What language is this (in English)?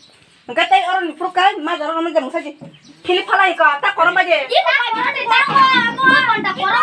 Kok Borok